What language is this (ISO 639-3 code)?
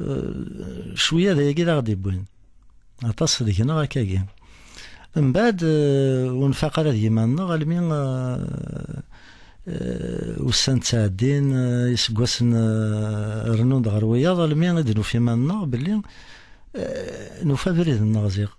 kab